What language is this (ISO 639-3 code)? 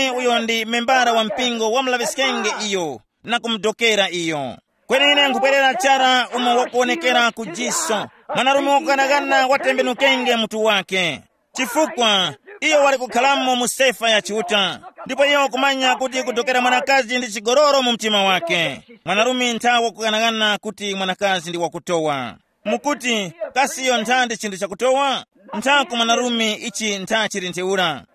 tum